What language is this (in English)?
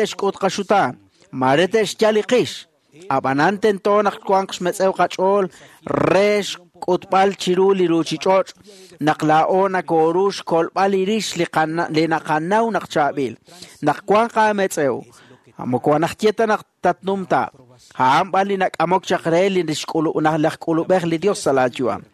Kekchí